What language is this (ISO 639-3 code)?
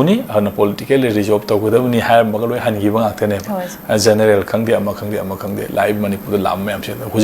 mni